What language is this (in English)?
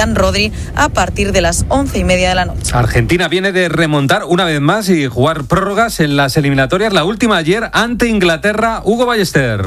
Spanish